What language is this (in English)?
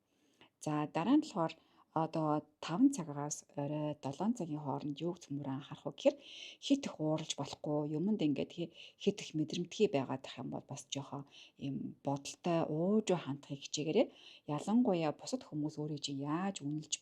Mongolian